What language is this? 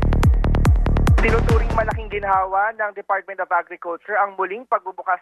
Filipino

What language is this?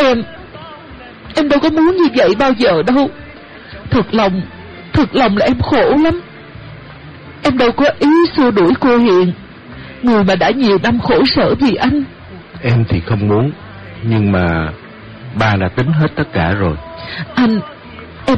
Vietnamese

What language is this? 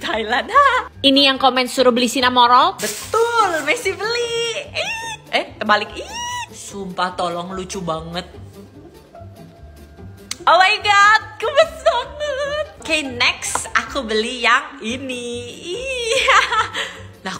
Indonesian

